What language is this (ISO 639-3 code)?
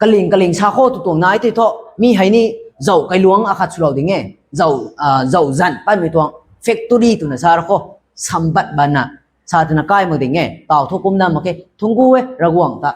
nbu